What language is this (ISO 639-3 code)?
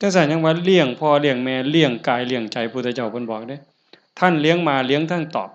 tts